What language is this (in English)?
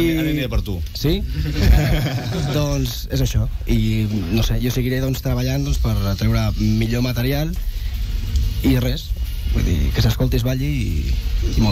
Catalan